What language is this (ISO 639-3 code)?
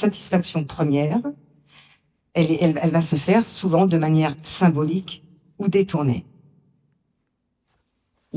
fra